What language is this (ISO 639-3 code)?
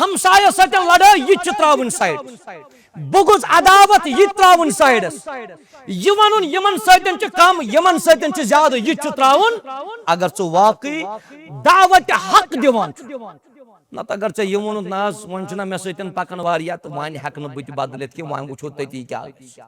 kas